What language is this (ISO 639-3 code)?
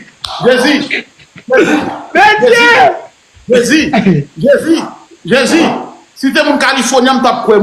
hat